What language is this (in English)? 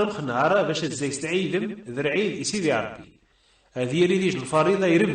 Kabyle